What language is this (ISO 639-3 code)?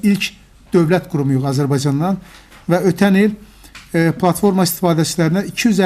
aze